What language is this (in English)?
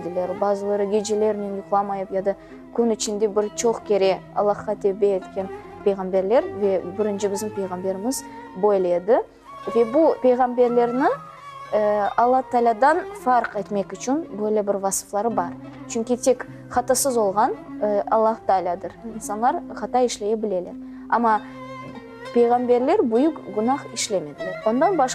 Crimean Tatar